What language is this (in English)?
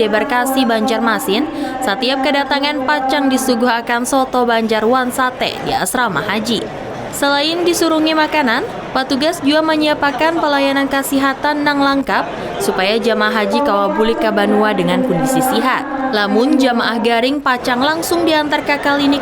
Banjar